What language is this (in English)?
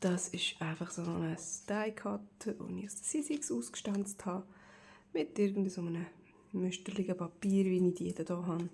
Swiss German